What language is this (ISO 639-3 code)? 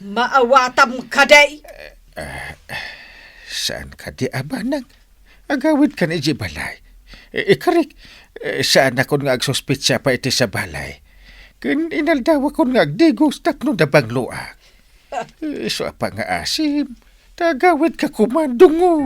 ilo